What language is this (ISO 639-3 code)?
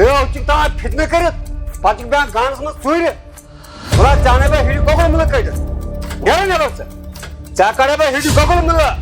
kas